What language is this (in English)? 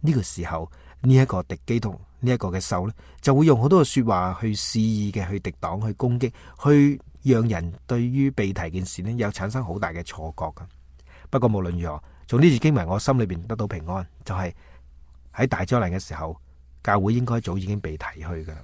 Cantonese